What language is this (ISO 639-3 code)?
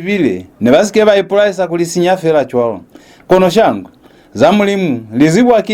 loz